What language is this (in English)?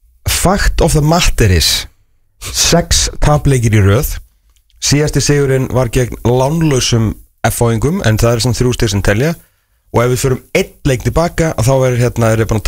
Icelandic